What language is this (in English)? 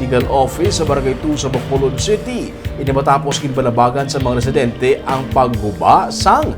Hiligaynon